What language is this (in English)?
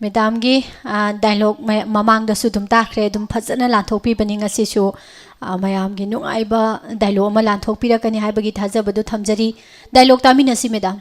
Manipuri